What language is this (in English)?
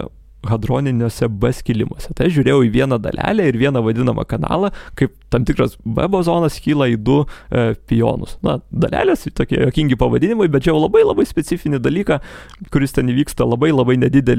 Lithuanian